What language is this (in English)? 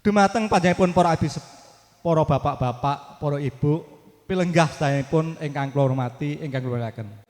Javanese